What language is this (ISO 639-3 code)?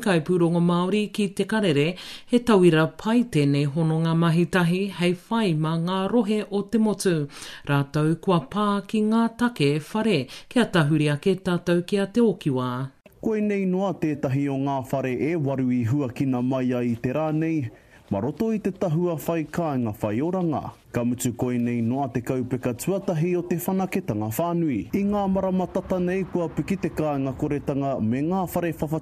mri